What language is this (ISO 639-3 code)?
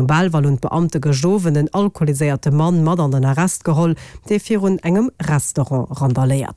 ltz